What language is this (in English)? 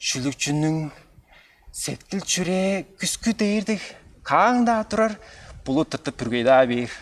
Tuvinian